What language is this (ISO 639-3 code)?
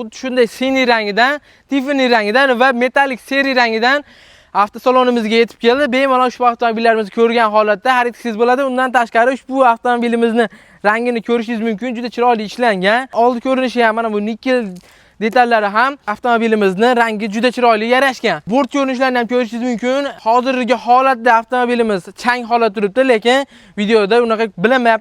uzb